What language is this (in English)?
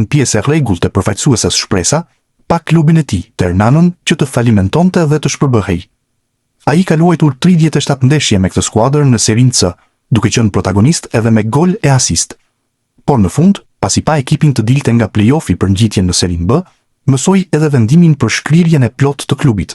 Albanian